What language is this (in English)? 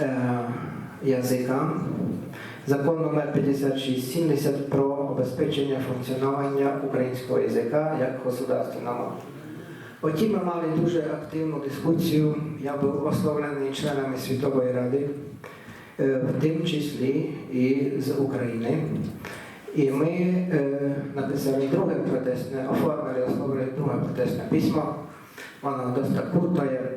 Rusyn